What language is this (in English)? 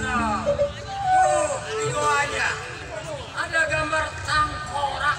Betawi